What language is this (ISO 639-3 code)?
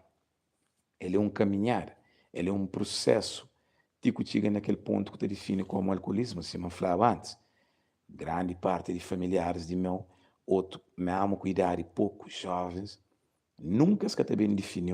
kea